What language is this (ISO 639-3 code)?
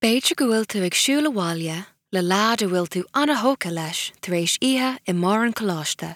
gle